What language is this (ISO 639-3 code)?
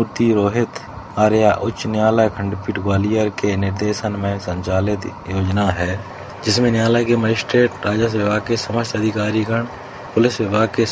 hin